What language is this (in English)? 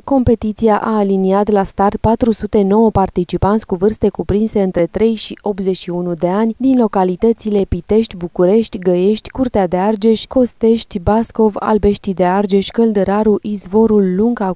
Romanian